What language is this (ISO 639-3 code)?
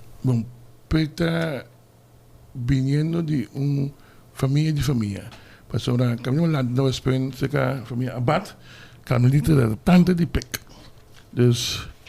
pap